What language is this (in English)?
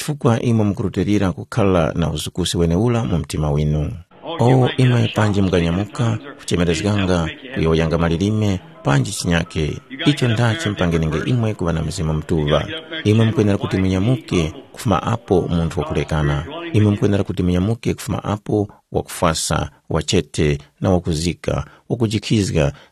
Tumbuka